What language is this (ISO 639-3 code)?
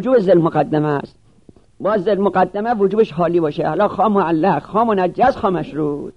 fas